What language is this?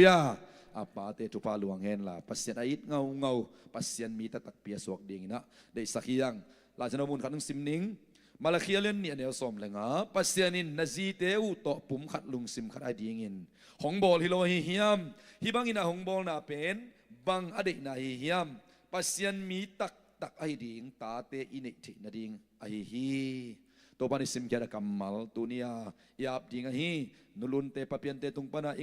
Tedim Chin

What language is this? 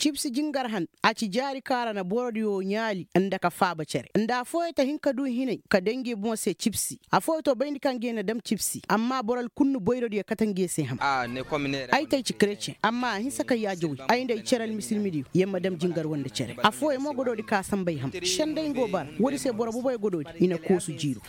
Koyraboro Senni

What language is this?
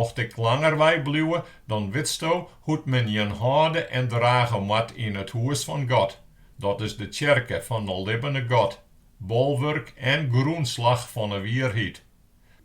Western Frisian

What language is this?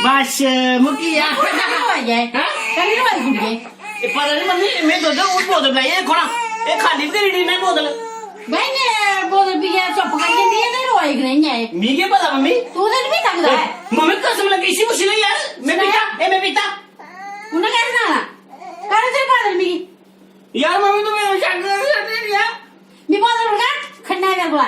Dogri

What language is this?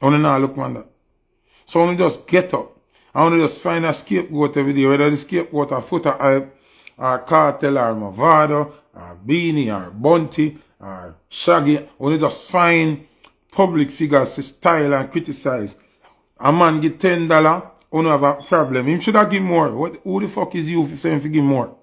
Jamaican Creole English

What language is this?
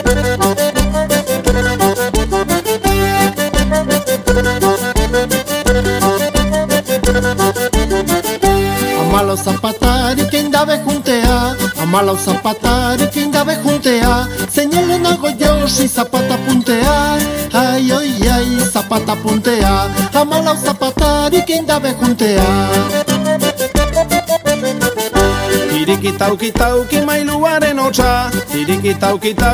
Basque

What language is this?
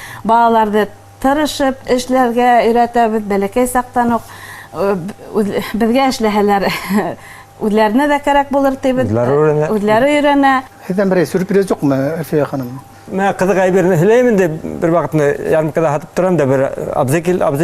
Bashkir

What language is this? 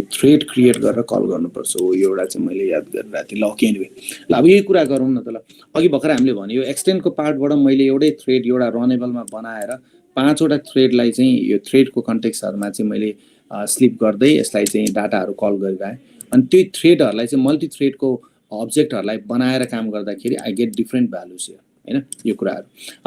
Nepali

